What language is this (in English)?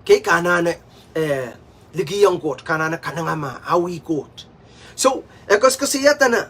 Pohnpeian